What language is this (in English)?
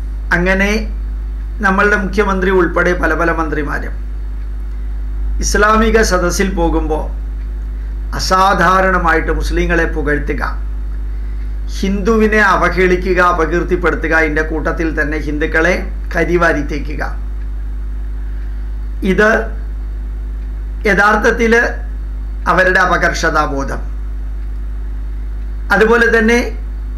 Malayalam